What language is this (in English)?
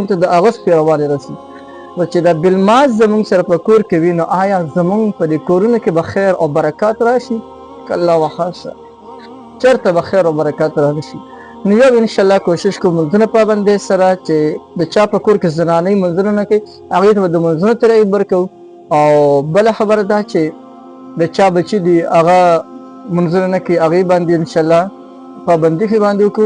Pashto